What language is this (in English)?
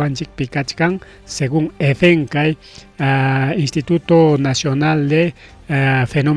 Ayacucho Quechua